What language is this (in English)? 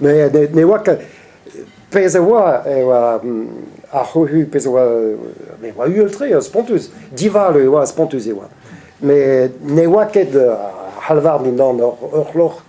Breton